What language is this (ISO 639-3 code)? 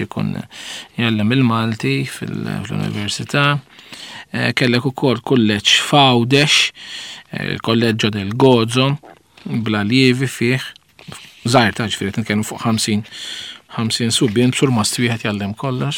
mlt